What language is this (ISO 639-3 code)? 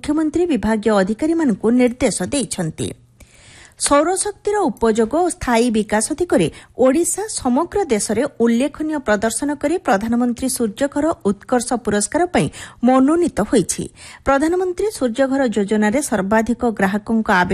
ori